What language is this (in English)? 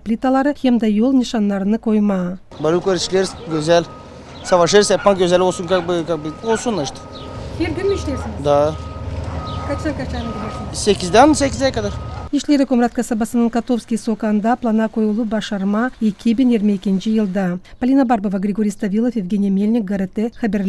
Gagauz